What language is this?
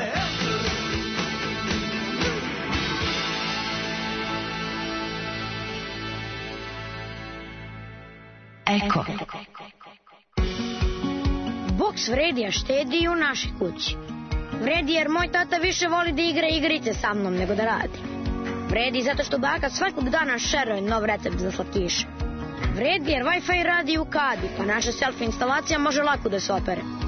Serbian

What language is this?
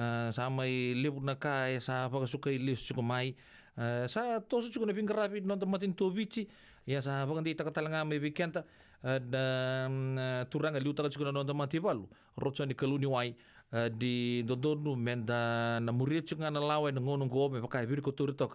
Fijian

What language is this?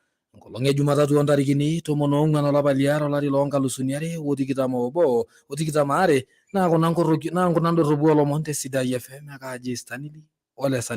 Masai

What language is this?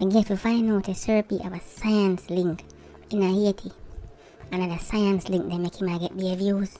Jamaican Creole English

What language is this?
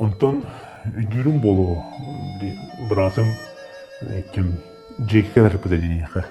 Yakut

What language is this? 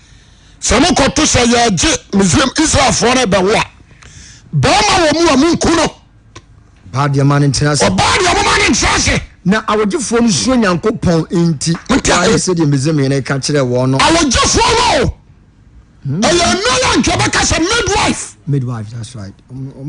Akan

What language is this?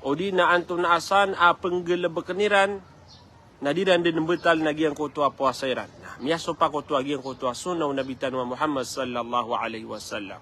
Maranao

